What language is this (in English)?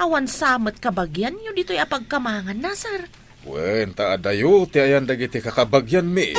Iloko